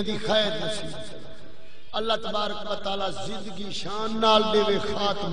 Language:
Saraiki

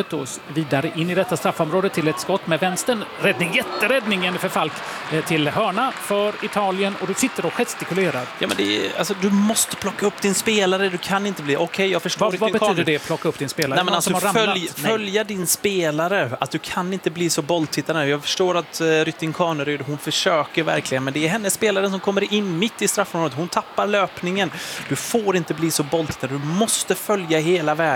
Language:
Swedish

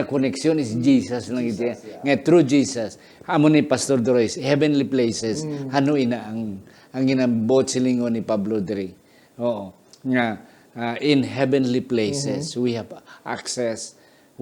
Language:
Hiligaynon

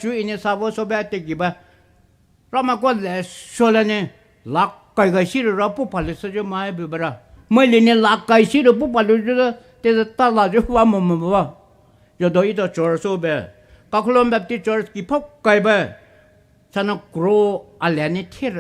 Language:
Poumei Naga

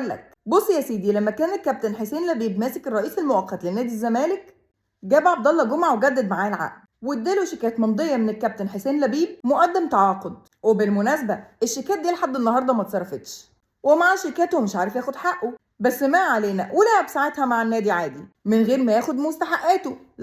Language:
Egyptian Arabic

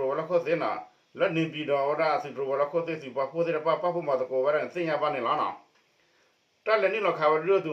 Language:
S'gaw Karen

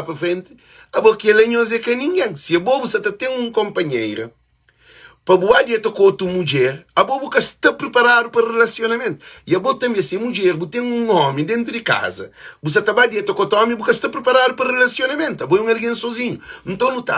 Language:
Kabuverdianu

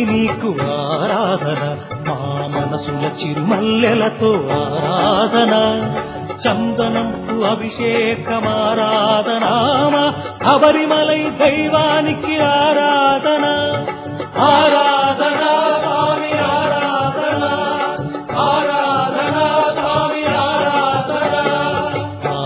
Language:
Telugu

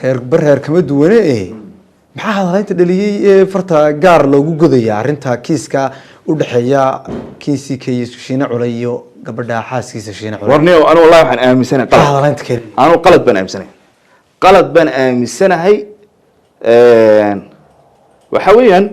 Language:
Somali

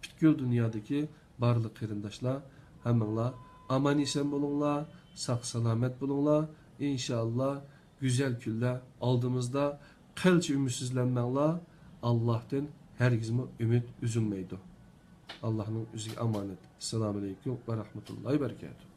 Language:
Uyghur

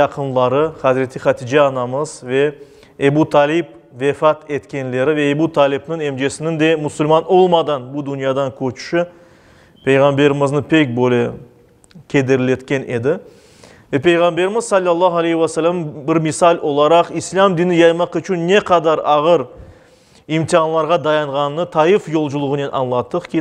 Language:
Crimean Tatar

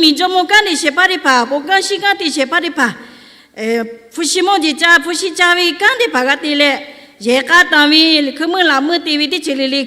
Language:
Lahu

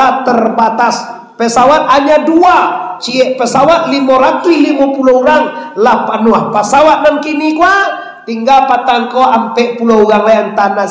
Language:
Minangkabau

